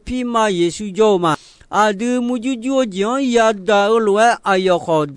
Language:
Akha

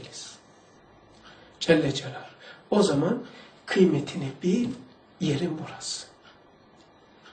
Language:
Turkish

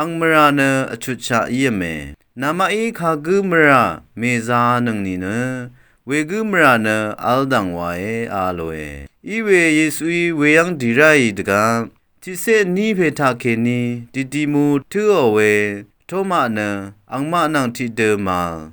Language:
Rawang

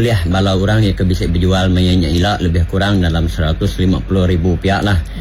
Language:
Iban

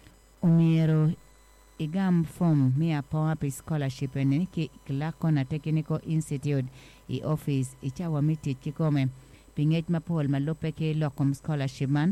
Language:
Acoli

